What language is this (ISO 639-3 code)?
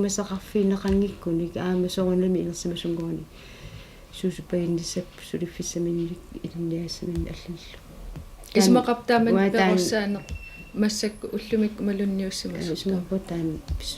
kal